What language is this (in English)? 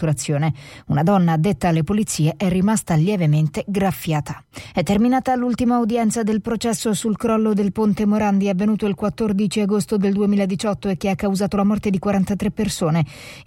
Italian